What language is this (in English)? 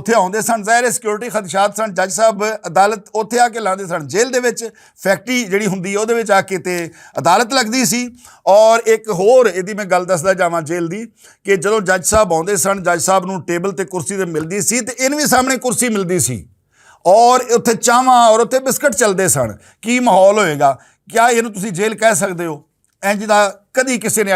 Western Panjabi